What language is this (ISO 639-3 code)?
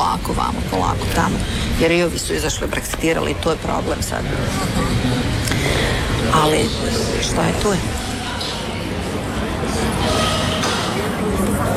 hrv